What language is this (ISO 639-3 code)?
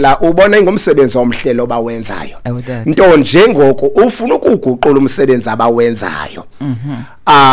xho